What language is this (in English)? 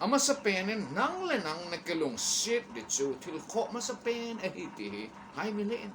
Thado Chin